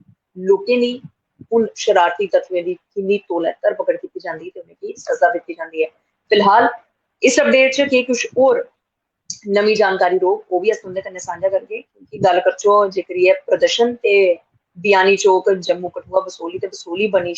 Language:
Dogri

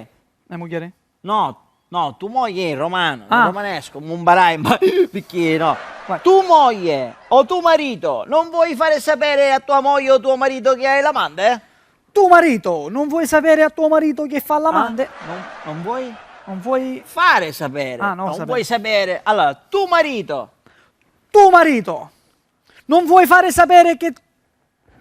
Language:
Sicilian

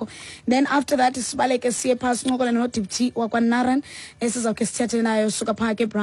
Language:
Xhosa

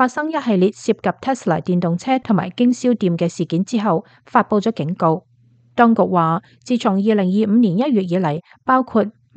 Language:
Cantonese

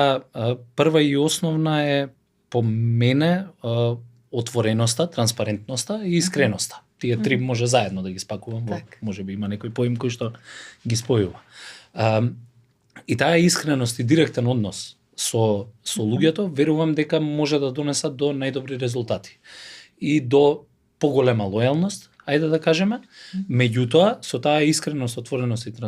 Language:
Macedonian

